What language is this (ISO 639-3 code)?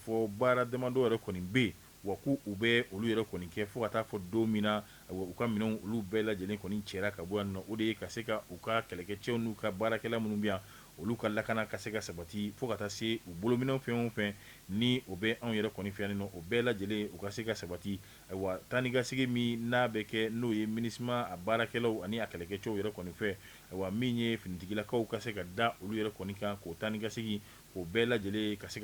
bam